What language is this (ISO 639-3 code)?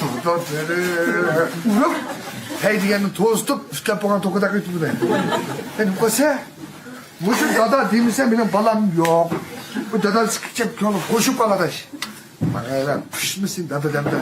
uig